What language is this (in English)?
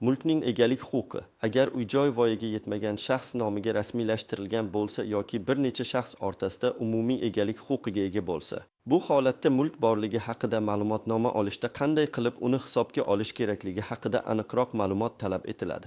Uzbek